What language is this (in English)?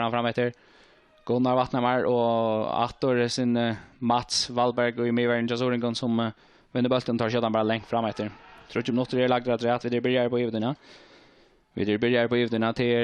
Faroese